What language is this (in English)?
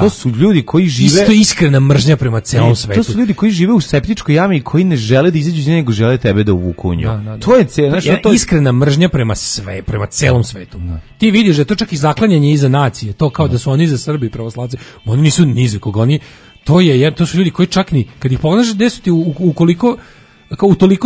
Serbian